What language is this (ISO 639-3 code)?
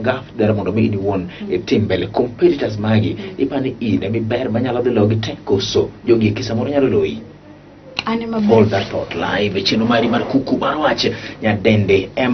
luo